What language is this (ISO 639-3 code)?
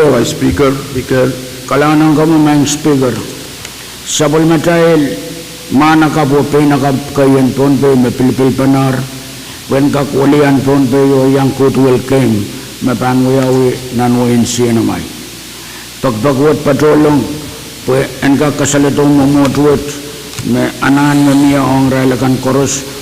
pon